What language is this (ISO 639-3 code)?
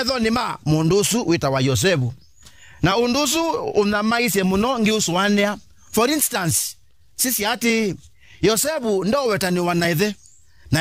kam